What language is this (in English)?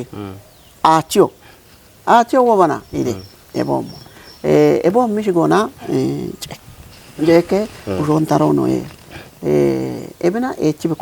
Kafa